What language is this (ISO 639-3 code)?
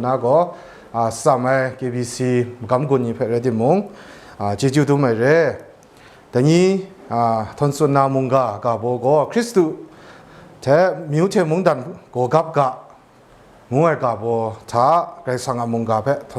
kac